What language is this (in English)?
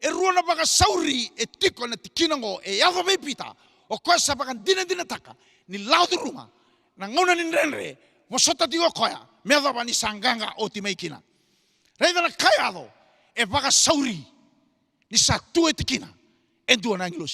Fijian